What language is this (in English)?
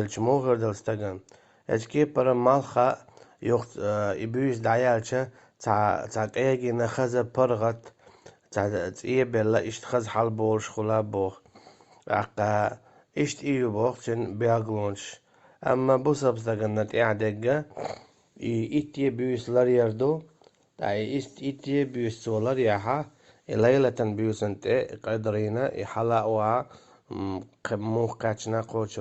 Chechen